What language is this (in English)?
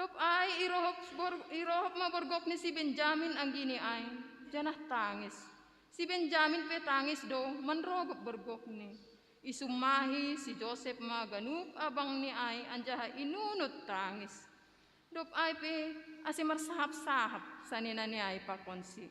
Batak Simalungun